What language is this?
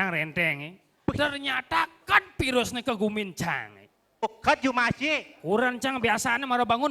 Balinese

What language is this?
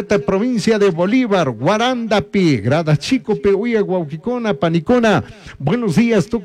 Chimborazo Highland Quichua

